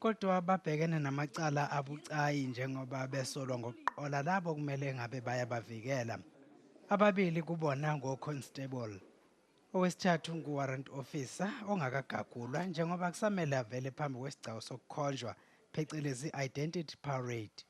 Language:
Zulu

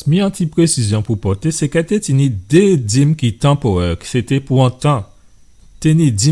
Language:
Guadeloupean Creole French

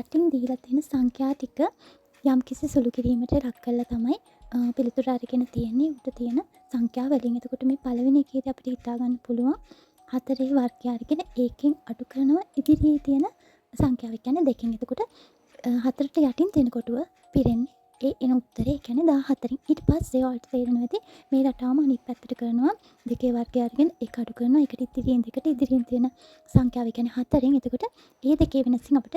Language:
Sinhala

